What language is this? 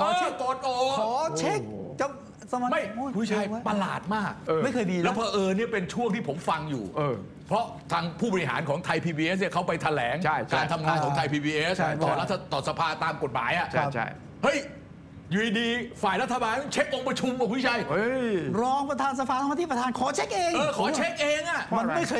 Thai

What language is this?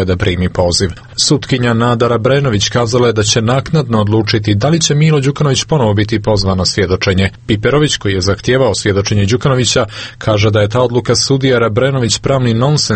Serbian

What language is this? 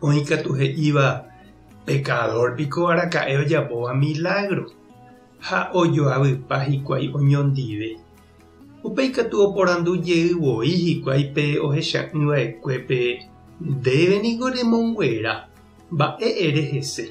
Guarani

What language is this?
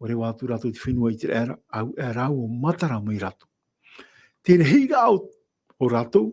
Tahitian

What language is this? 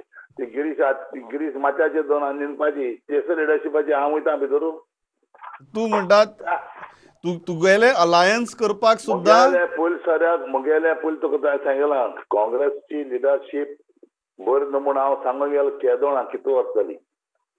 Konkani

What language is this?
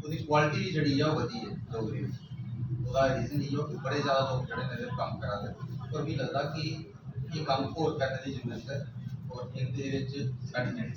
Dogri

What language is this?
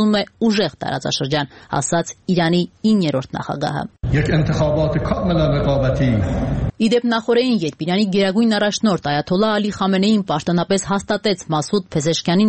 Armenian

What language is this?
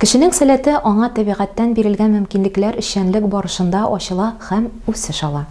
Tatar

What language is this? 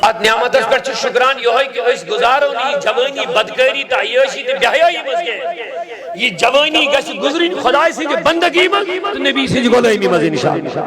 Kashmiri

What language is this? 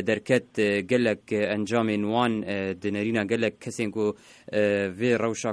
Kurdish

